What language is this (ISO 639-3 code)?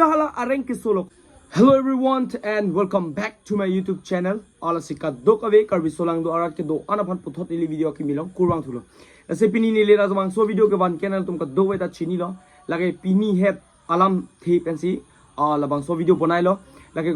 mjw